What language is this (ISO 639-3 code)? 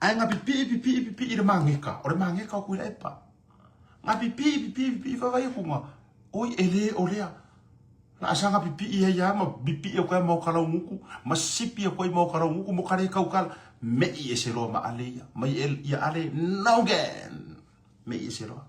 smo